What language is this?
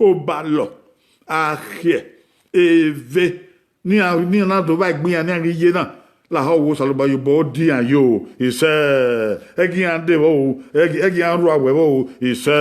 Bini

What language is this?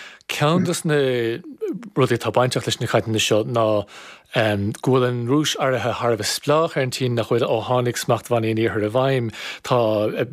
Irish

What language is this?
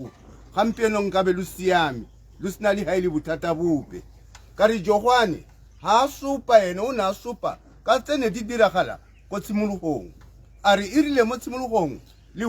Tswana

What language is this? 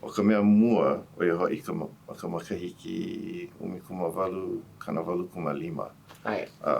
Hawaiian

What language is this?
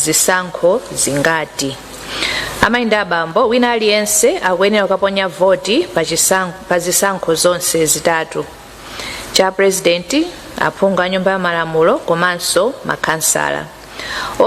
Nyanja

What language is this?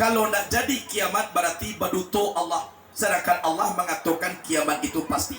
Minangkabau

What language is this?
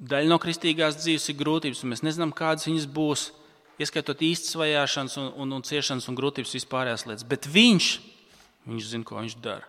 Latvian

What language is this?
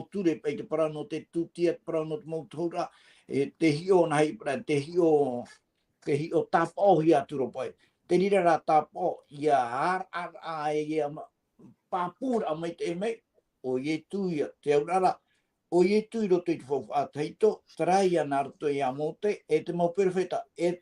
Tahitian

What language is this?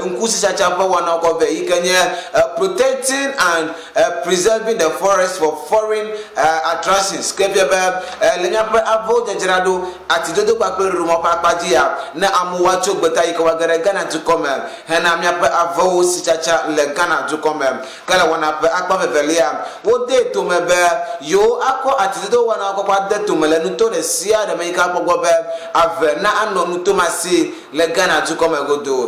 Ewe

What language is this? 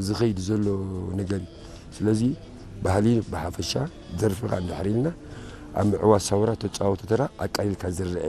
Tigrinya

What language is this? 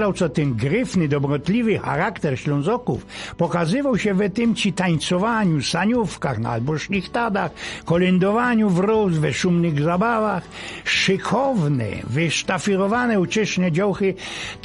Silesian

